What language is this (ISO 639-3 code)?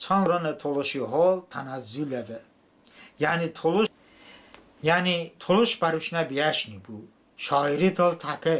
tly